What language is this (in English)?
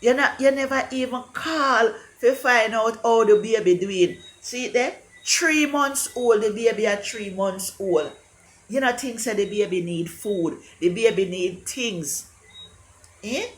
Jamaican Creole English